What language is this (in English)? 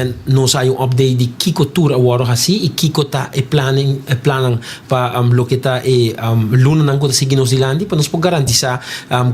Papiamento